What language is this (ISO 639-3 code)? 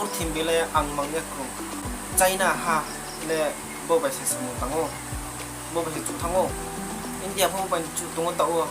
ria